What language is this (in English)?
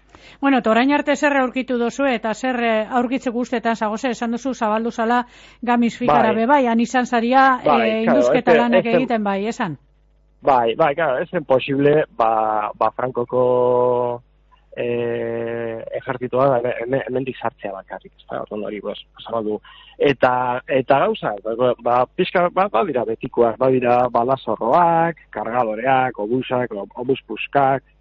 Basque